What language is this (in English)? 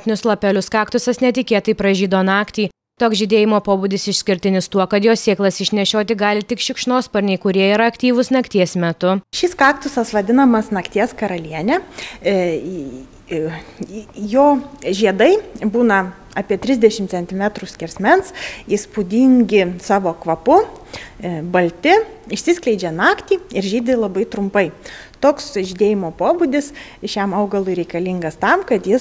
Lithuanian